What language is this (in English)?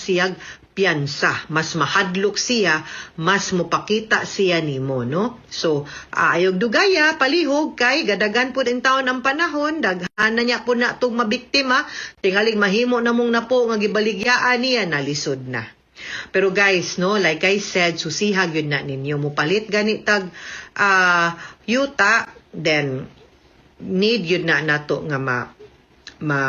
Cebuano